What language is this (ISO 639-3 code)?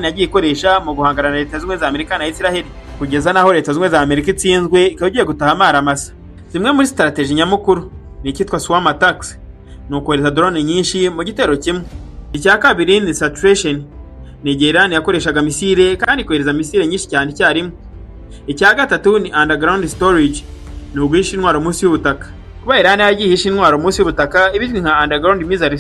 kin